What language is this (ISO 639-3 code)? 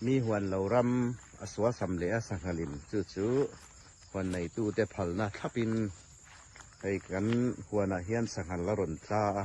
hmr